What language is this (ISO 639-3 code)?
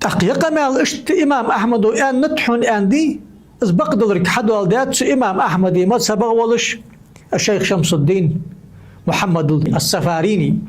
inh